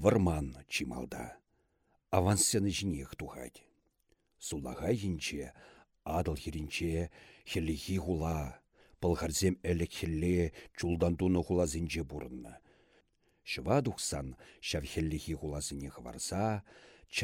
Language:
Chuvash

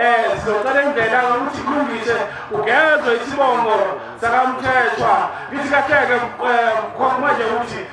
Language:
Zulu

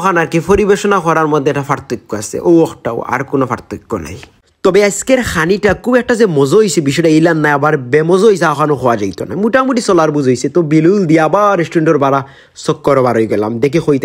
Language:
Sylheti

